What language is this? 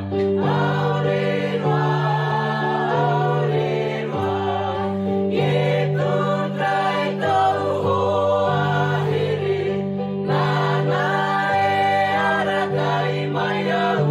Tahitian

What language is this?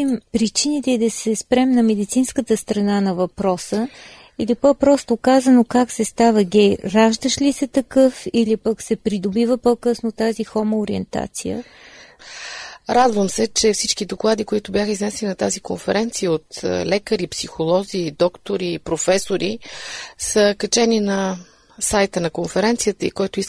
Bulgarian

